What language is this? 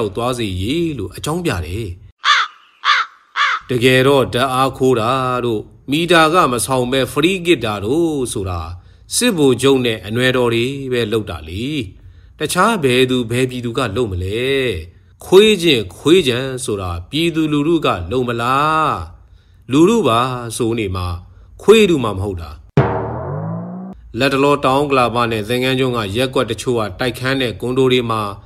Burmese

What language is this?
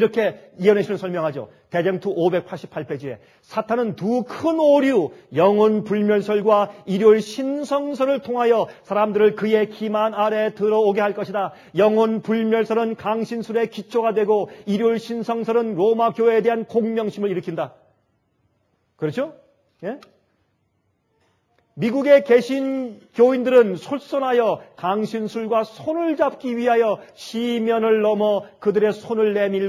Korean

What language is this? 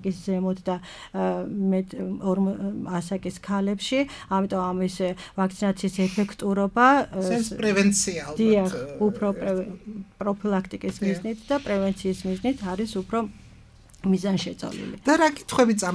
Georgian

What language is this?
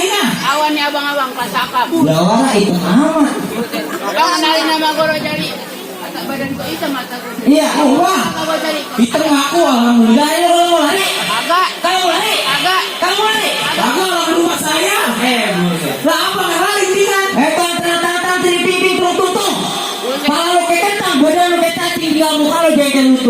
Betawi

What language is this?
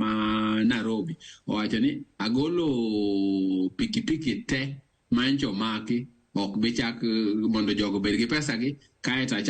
Luo (Kenya and Tanzania)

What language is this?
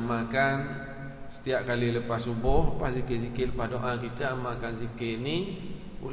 Malay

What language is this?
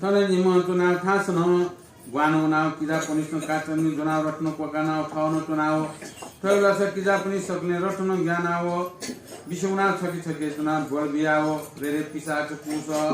Newari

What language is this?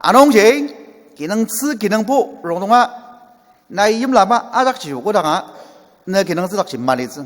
Ao Naga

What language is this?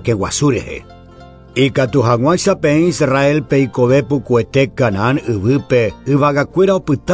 Guarani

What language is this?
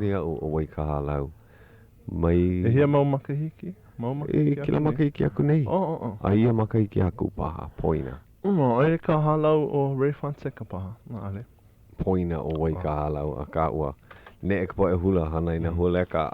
Hawaiian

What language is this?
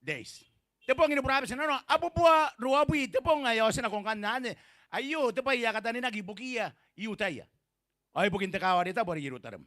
Gilbertese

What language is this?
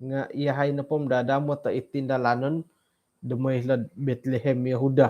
Central Dusun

